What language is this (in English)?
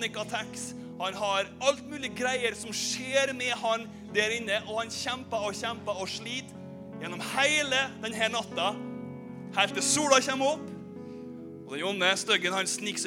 Norwegian